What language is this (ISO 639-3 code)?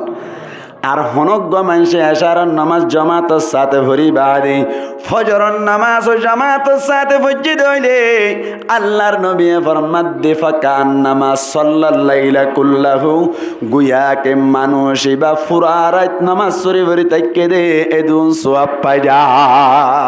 rhg